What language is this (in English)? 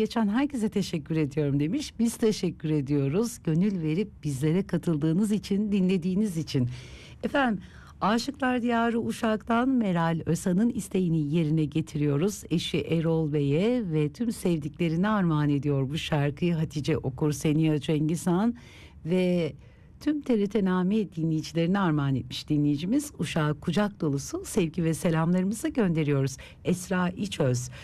Turkish